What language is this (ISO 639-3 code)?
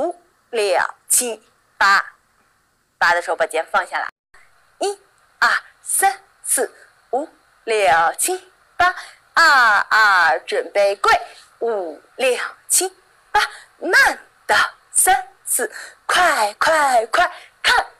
zho